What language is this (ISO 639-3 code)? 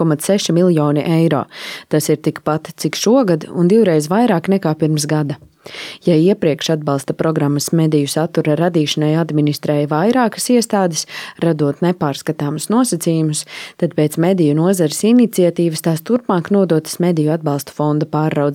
lav